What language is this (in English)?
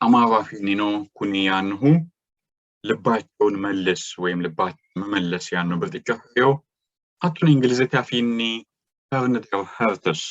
Sidamo